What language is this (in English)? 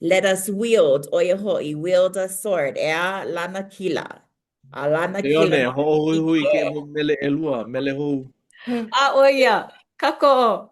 Hawaiian